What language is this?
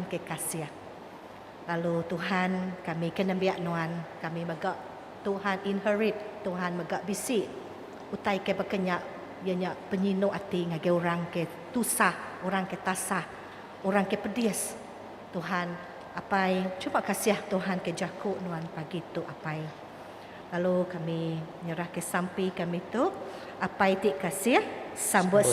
Iban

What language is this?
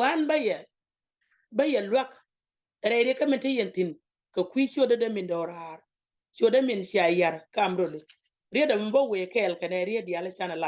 Nuer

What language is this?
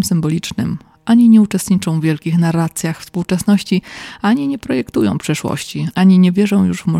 Polish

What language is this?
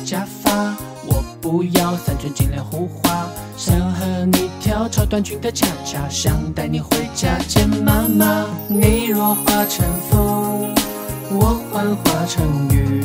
Chinese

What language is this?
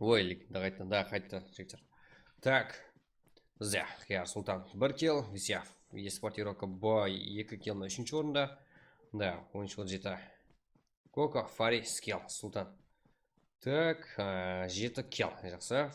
Kara-Kalpak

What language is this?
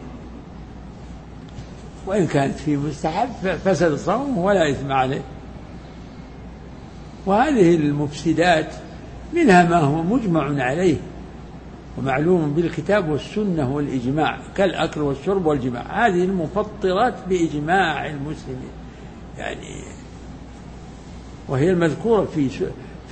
Arabic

